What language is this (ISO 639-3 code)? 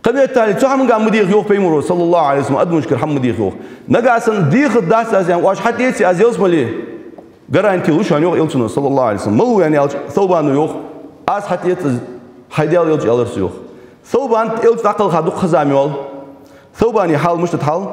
inh